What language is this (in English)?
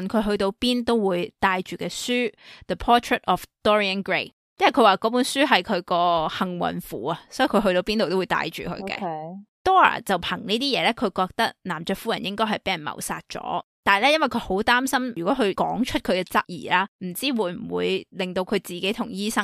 Cantonese